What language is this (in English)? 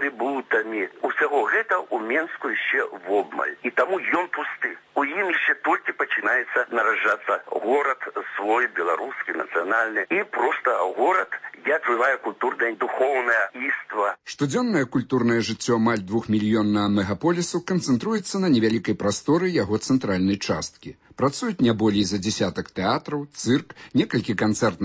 Belarusian